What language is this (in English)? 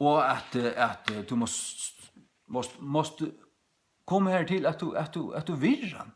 Faroese